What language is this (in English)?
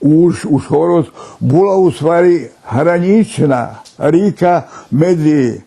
Rusyn